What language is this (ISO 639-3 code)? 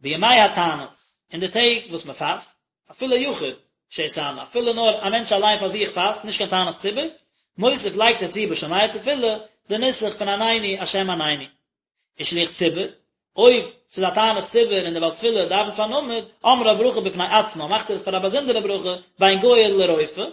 yid